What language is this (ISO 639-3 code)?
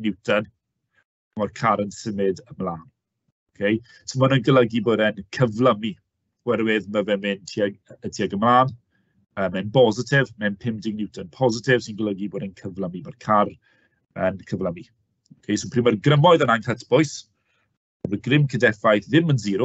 cym